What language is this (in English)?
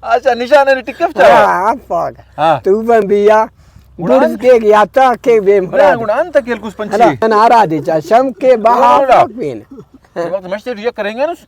Brahui